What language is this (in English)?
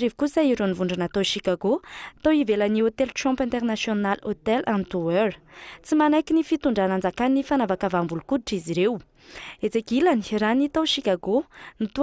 Malagasy